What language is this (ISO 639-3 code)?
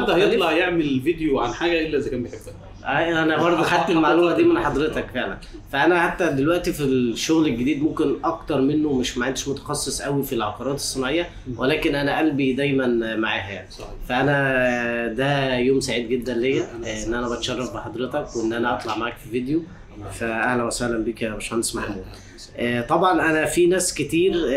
arz